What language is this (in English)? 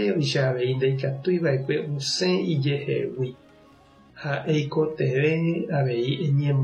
Guarani